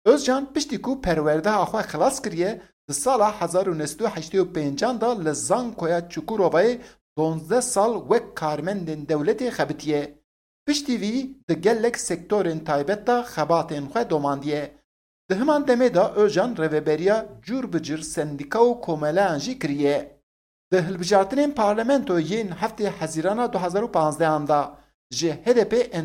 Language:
Kurdish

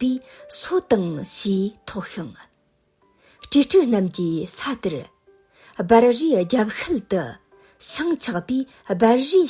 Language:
Tibetan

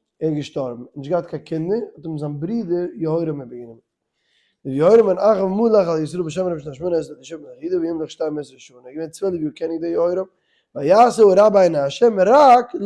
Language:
Yiddish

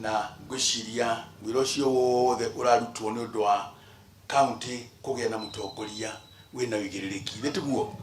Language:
Kikuyu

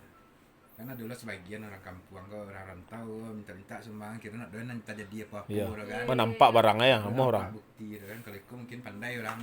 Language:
Minangkabau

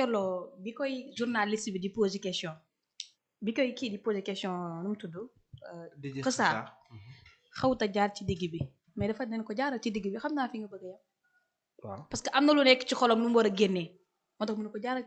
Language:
Wolof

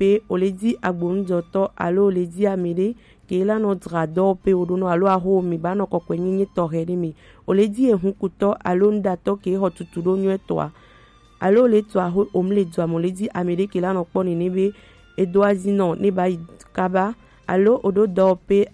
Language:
Gen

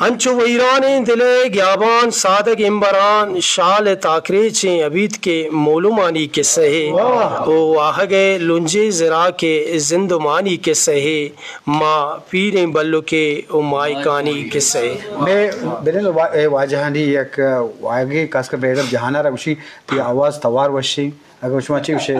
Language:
Eastern Balochi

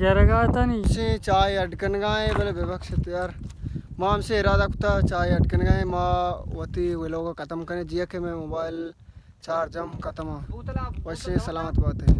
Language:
Baluchi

